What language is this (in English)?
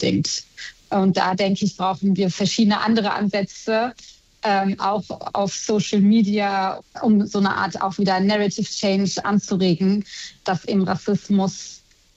German